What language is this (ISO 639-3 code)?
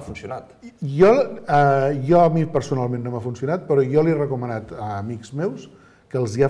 cat